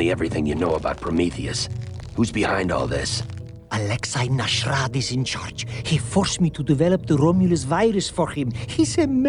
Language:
Bavarian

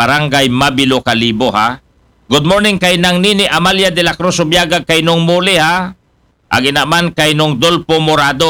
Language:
Aklanon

